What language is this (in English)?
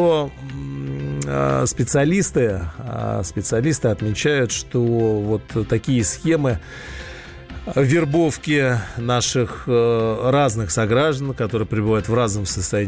Russian